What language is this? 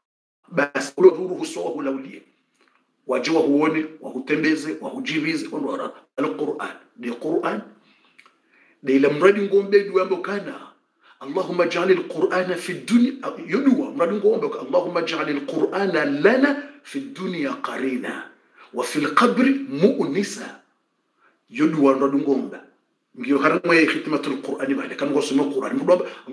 Swahili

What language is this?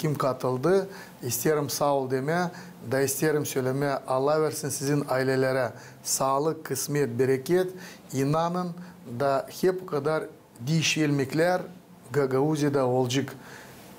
Gagauz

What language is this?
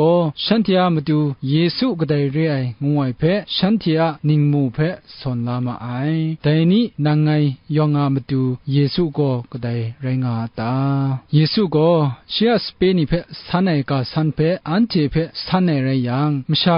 Kachin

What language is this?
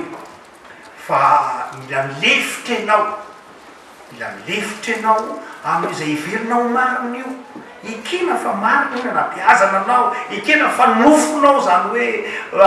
Malagasy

